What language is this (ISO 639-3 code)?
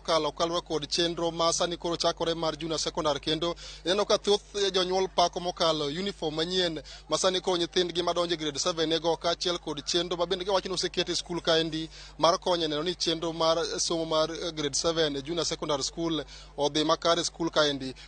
luo